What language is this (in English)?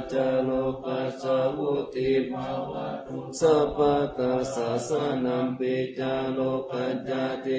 Pali